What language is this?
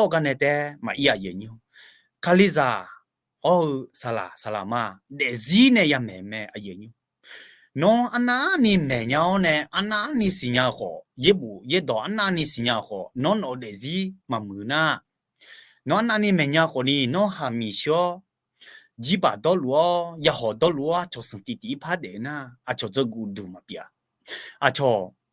Akha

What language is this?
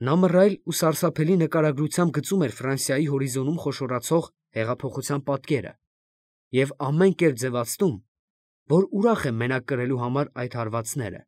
Armenian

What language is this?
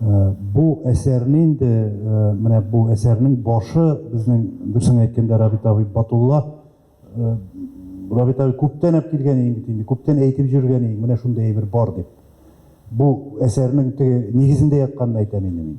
Tatar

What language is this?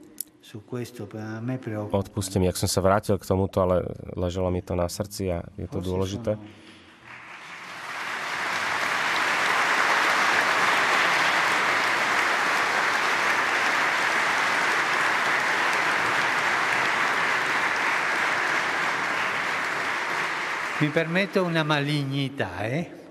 Slovak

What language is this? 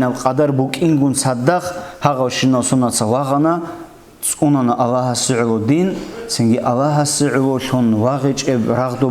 Avaric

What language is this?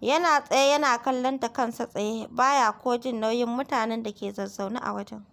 Hausa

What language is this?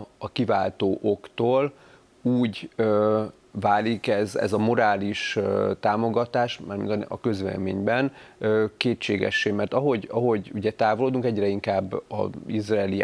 Hungarian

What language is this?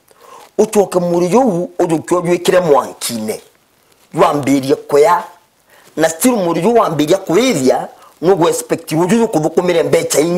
Meru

